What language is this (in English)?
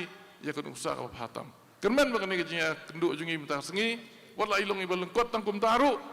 Khasi